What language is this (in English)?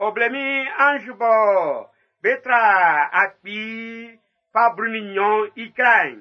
Baoulé